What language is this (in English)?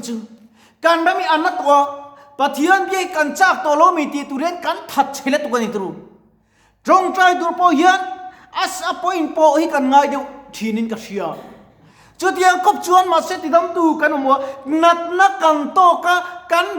Mizo